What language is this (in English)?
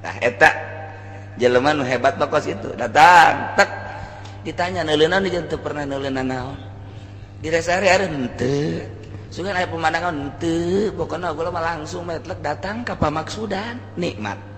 Sundanese